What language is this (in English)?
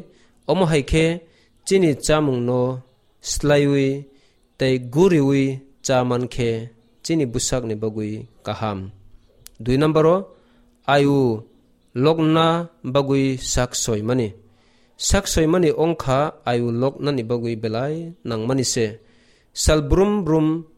Kok Borok